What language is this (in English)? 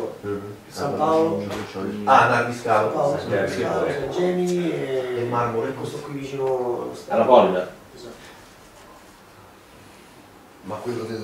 Italian